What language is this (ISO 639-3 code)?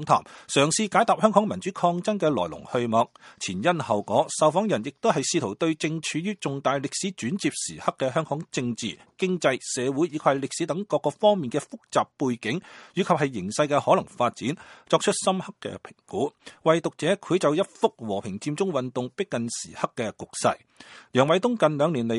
yue